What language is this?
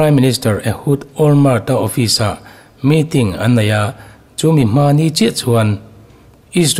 Mizo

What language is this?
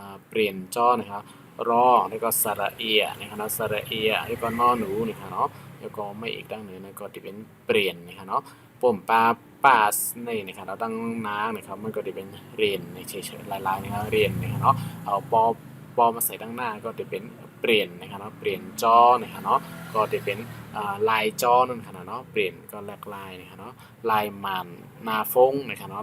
Shan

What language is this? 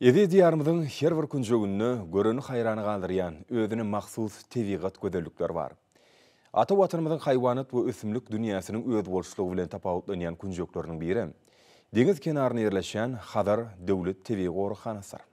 Turkmen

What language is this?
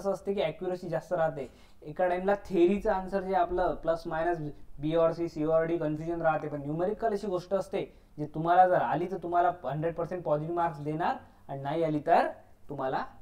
Marathi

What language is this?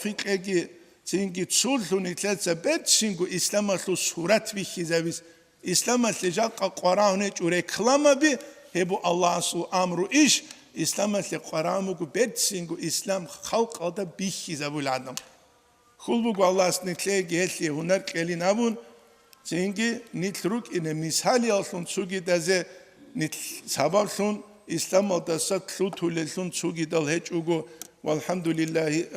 Avaric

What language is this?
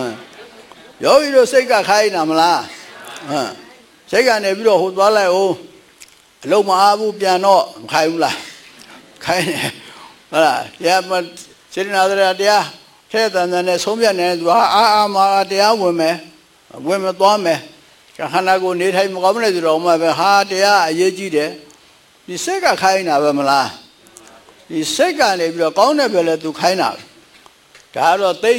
Burmese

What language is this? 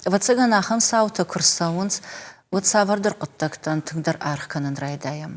Ossetic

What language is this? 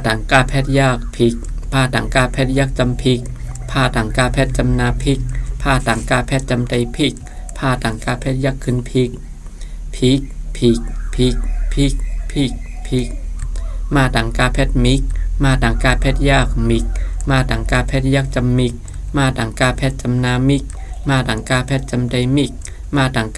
Shan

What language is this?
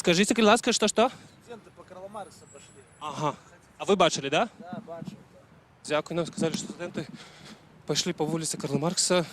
Belarusian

